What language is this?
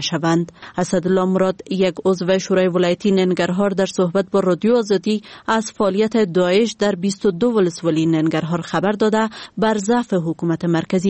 Persian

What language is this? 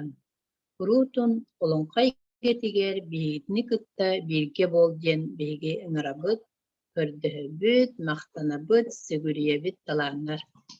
Yakut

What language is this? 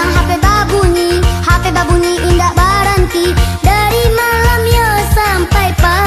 Minangkabau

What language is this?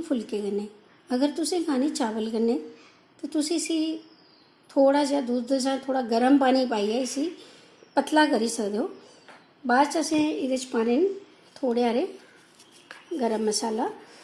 Dogri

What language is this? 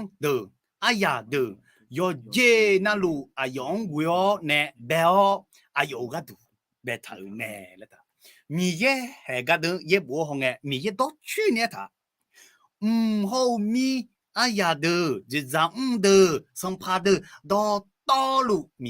Akha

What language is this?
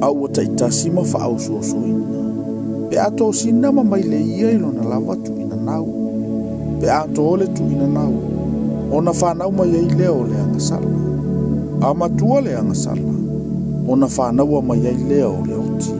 Samoan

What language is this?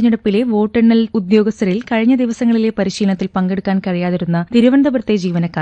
Malayalam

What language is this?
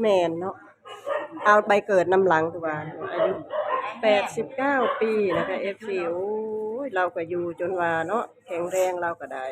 Northeastern Thai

